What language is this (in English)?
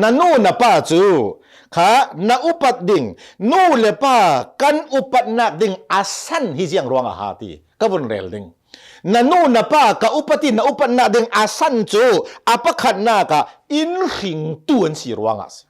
Hakha Chin